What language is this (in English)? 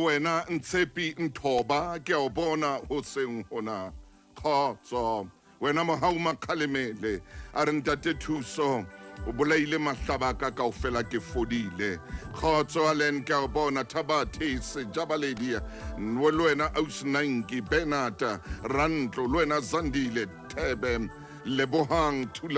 Southern Sotho